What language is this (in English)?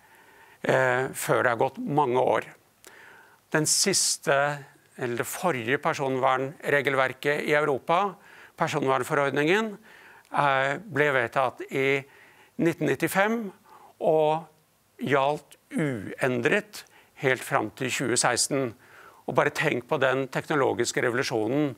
Norwegian